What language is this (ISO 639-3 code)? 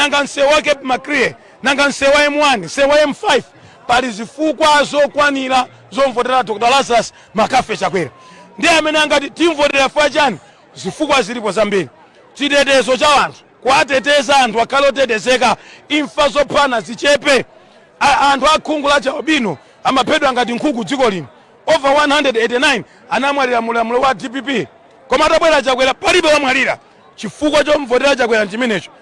nya